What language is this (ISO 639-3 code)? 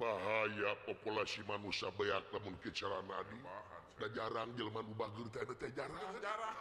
sun